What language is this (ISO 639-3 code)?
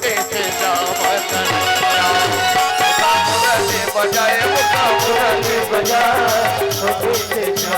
hne